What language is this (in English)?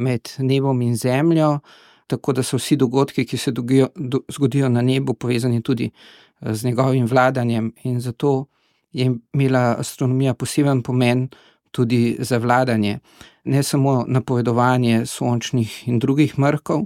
Slovenian